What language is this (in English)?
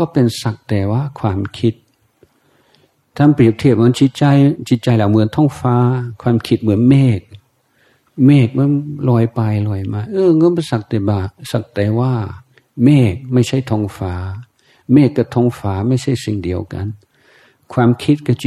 Thai